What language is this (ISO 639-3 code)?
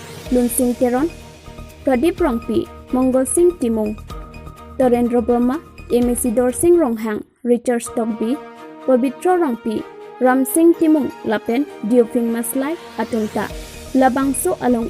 mjw